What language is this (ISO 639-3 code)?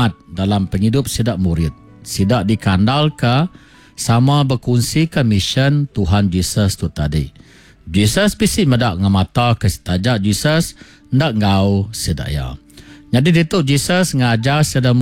iba